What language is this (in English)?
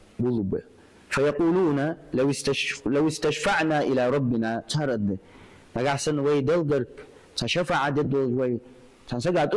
Ingush